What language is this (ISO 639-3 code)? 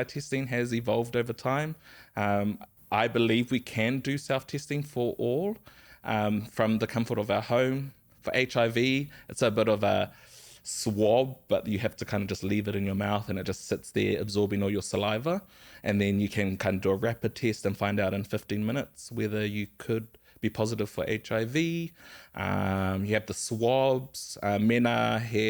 mri